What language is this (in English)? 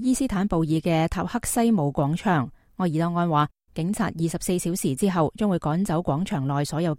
Cantonese